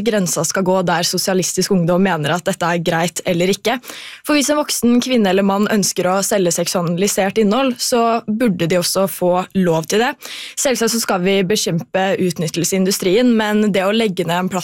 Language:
Norwegian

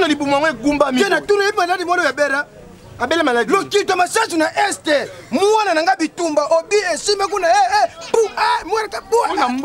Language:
Lingala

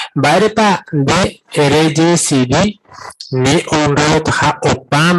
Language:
Guarani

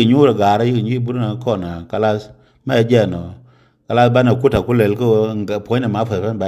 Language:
Nuer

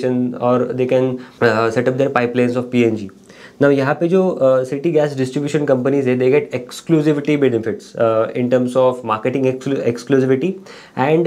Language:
Hindi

